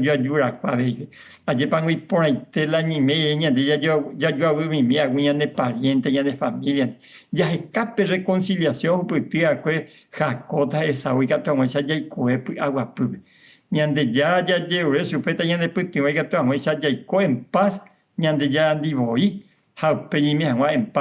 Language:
Guarani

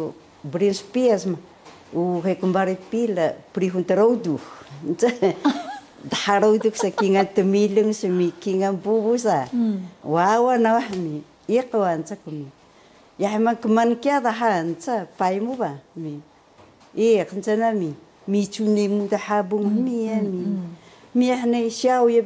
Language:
Taroko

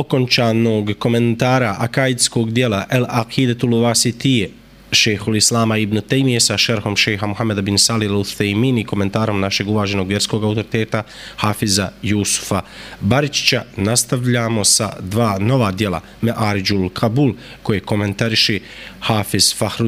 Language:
Bosnian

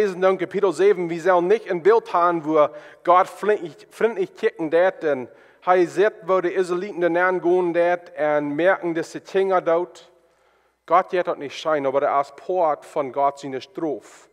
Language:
Plautdietsch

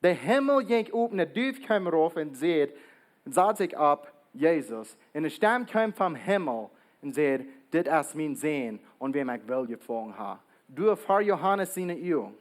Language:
Plautdietsch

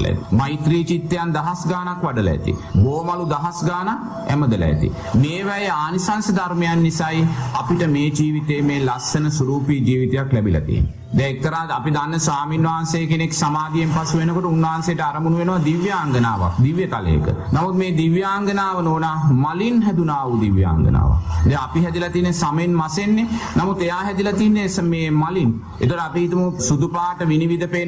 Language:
Sinhala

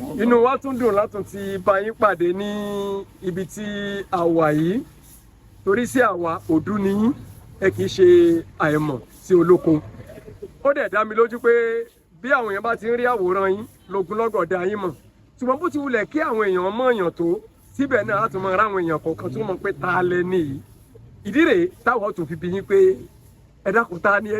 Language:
Yoruba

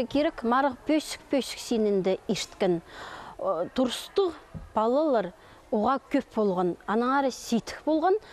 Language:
Khakas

